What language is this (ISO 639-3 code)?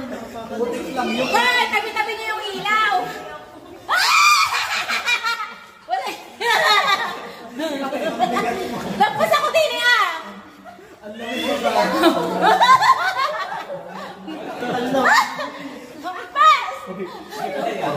fil